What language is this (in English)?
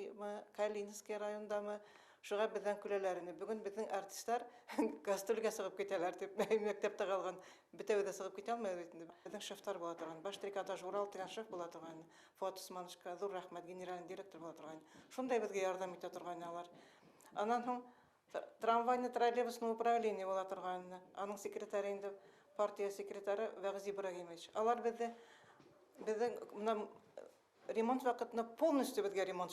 Bashkir